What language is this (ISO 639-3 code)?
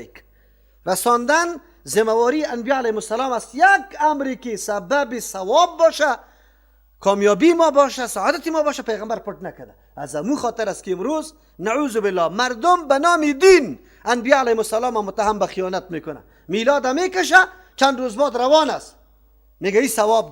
fas